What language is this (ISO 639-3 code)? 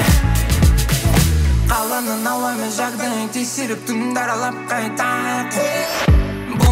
kaz